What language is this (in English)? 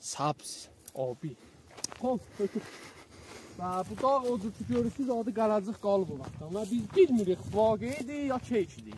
South Azerbaijani